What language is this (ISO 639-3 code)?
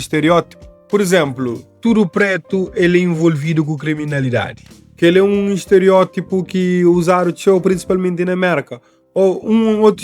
kea